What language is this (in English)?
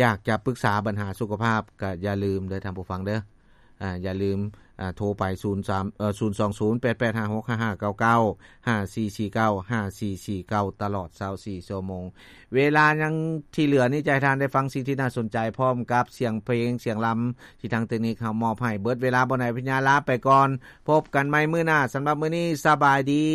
Lao